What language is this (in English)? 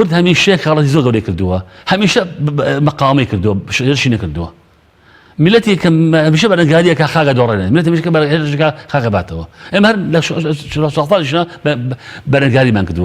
Central Kurdish